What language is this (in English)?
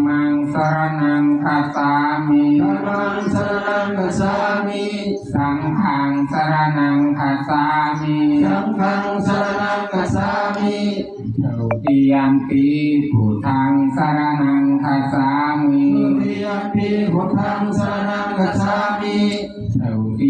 Pali